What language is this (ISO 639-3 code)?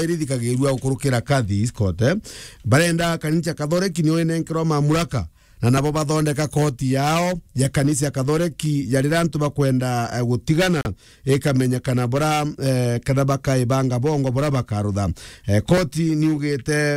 mer